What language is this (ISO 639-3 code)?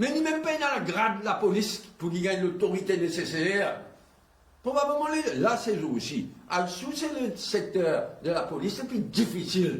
mfe